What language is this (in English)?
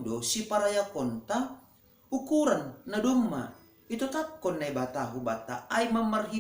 Batak Simalungun